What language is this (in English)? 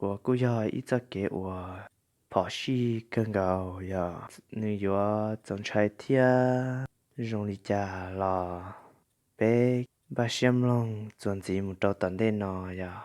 Hmong